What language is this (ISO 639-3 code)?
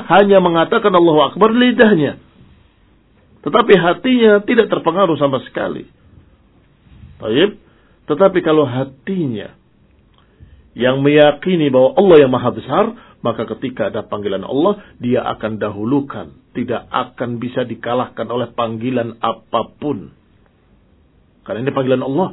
ind